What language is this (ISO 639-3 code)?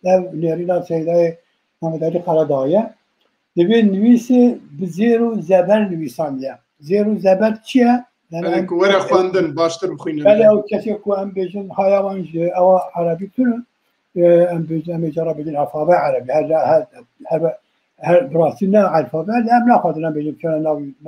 kur